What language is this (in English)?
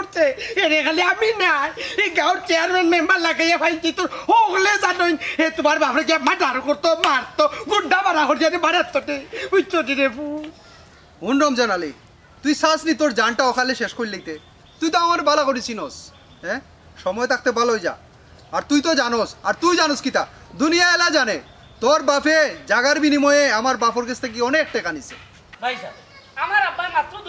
Sylheti